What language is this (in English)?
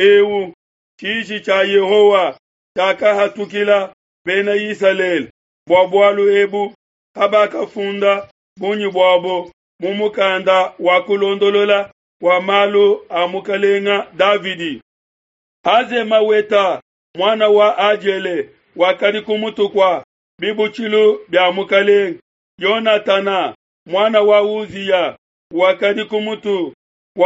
Luba-Lulua